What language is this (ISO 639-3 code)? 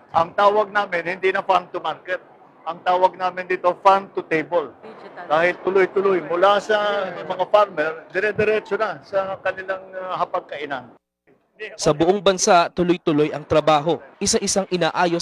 fil